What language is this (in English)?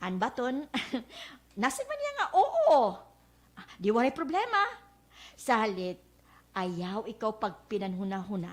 Waray